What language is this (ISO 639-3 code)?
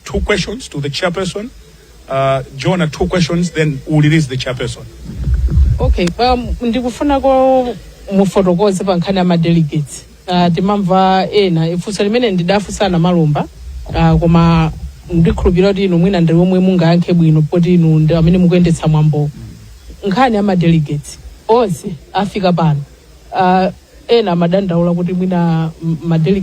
nya